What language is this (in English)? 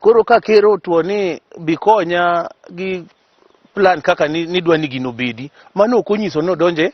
Luo (Kenya and Tanzania)